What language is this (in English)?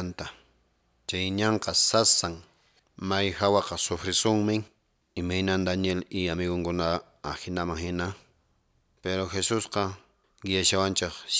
Quechua